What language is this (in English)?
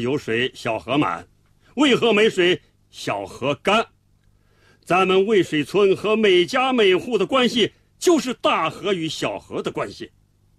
Chinese